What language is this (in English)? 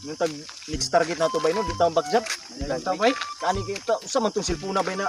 Cebuano